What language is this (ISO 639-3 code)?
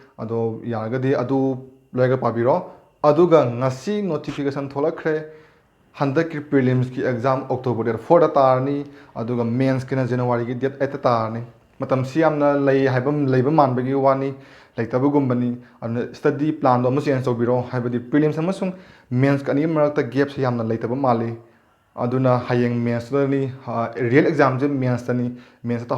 mni